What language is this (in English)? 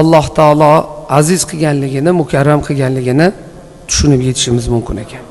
Uzbek